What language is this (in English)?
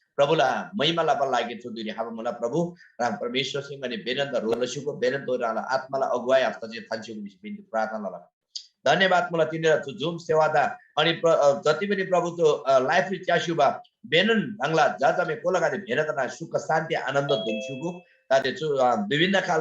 Eastern Tamang